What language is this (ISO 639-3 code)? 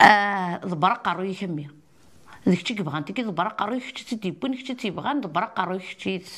kab